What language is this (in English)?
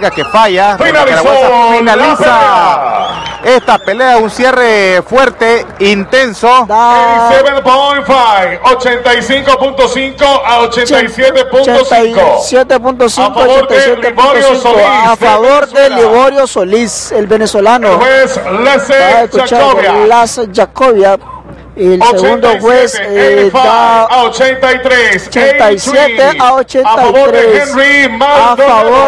Spanish